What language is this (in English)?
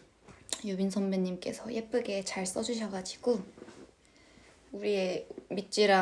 Korean